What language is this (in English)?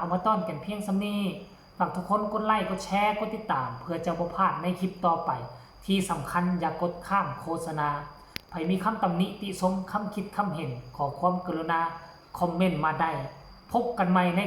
Lao